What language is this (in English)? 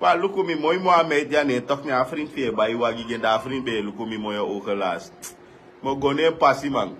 Sranan Tongo